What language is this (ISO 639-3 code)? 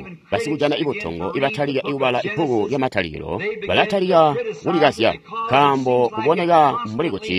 toi